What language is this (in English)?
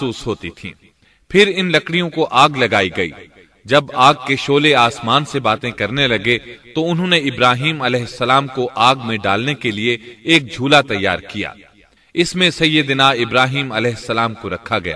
Urdu